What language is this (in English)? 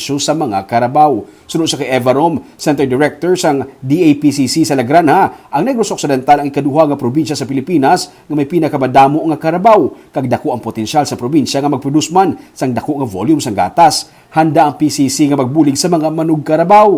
Hiligaynon